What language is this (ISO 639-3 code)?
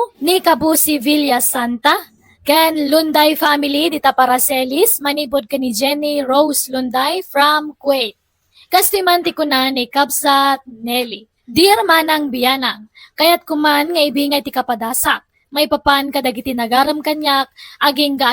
ilo